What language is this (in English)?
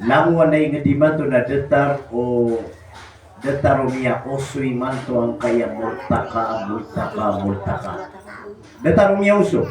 Maranao